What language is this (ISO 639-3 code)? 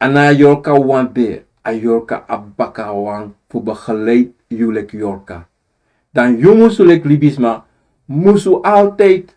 srn